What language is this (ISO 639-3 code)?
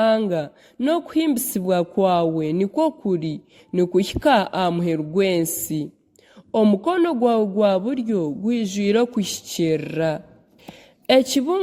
nyn